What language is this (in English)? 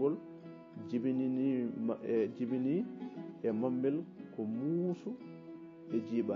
Fula